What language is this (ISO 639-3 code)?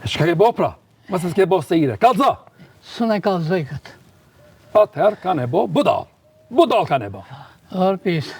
sqi